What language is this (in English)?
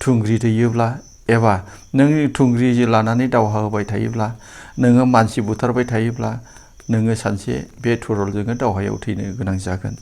Bodo